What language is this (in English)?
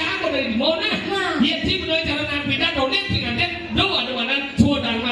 Balinese